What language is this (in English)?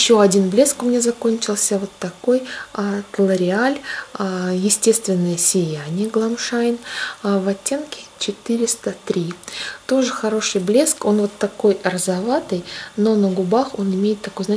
Russian